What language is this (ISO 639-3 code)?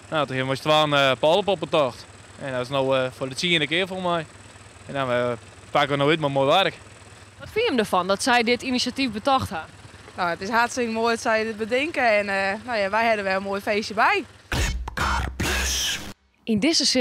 fry